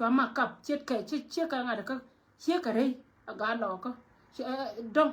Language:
Nuer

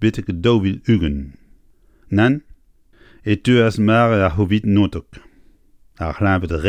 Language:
Breton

